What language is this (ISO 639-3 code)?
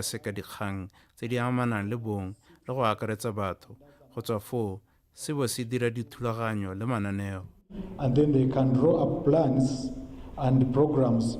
tsn